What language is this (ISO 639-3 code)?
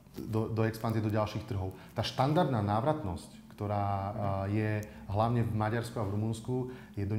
slk